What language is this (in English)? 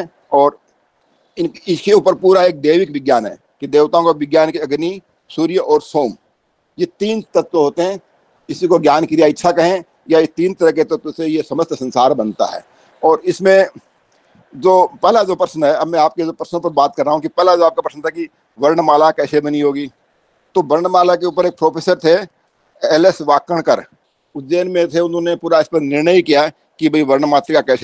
Hindi